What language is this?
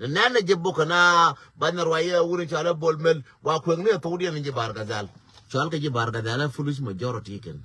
Nuer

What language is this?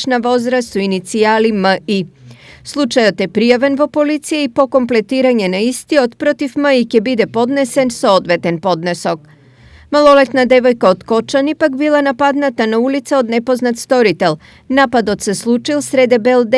Macedonian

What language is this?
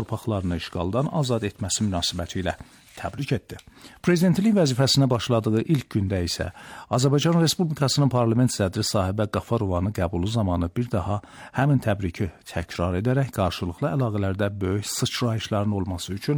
Azerbaijani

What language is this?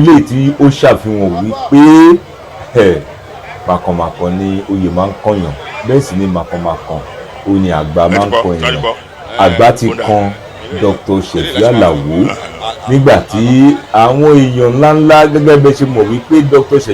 Yoruba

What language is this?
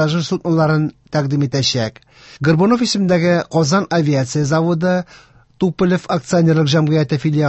Tatar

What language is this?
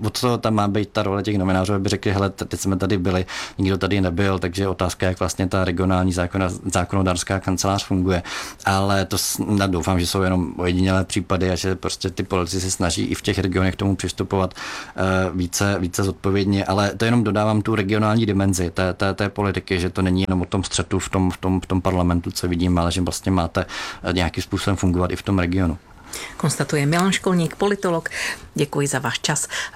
Czech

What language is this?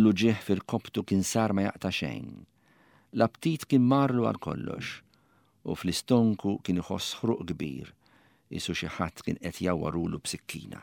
Maltese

